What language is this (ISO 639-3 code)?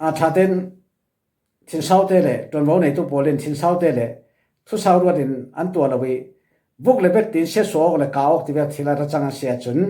cfm